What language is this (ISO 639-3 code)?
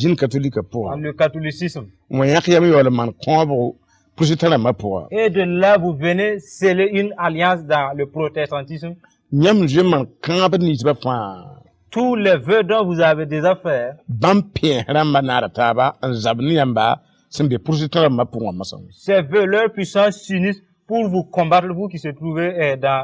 mos